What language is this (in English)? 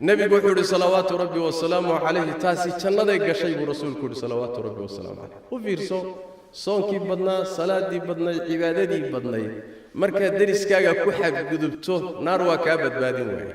Somali